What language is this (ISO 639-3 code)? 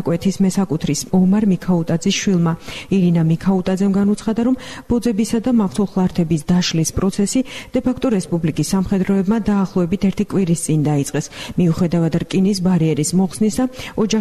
kat